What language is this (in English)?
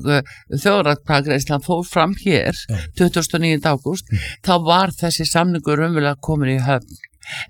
Icelandic